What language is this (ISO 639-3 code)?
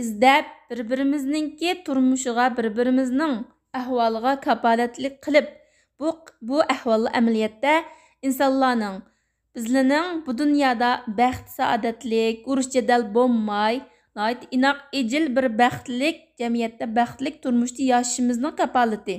uig